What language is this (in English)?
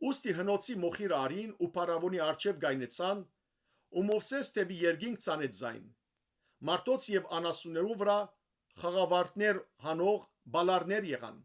Western Armenian